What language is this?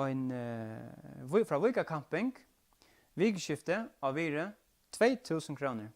Faroese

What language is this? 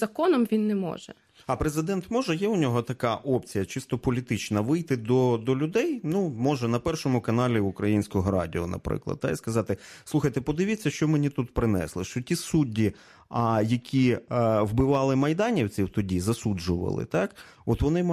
Ukrainian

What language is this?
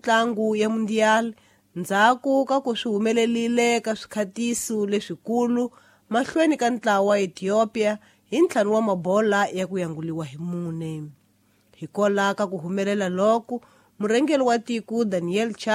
Tsonga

